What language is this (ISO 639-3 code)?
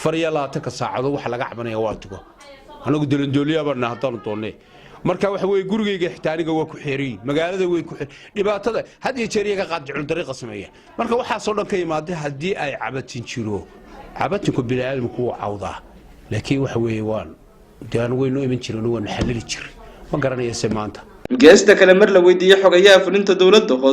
som